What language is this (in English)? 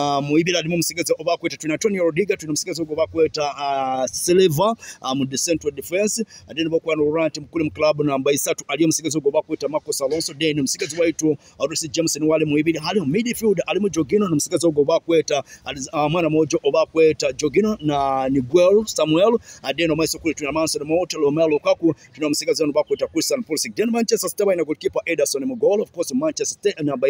Nyoro